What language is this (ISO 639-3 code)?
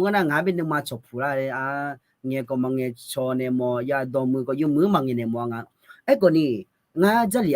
ahk